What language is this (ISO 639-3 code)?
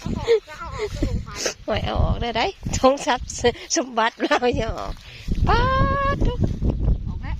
tts